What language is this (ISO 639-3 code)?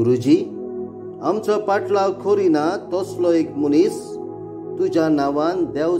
kok